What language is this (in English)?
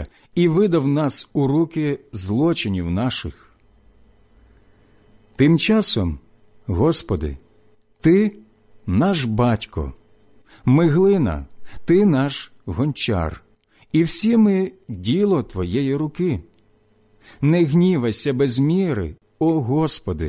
Ukrainian